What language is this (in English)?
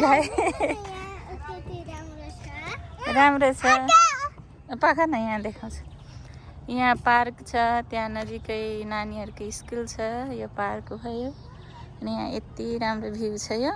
Nepali